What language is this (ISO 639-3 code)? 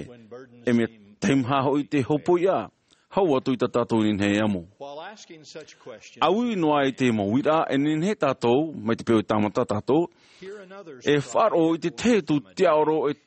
tah